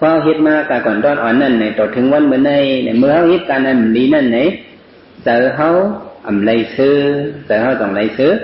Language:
Shan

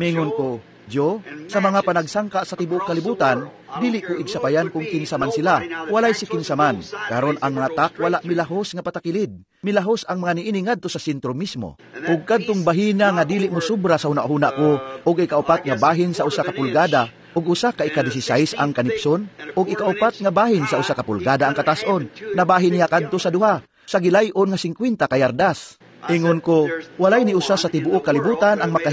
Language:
Cebuano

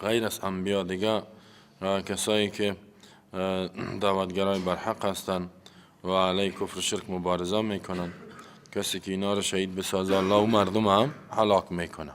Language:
Persian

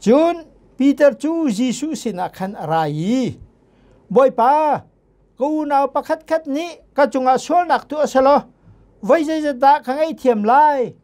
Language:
Hakha Chin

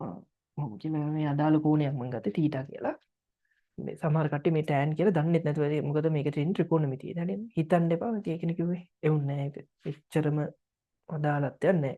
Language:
Sinhala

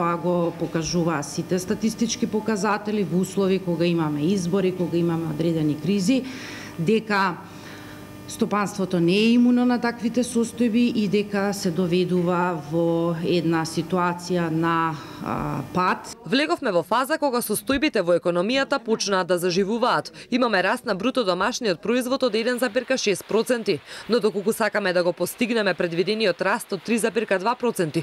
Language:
Macedonian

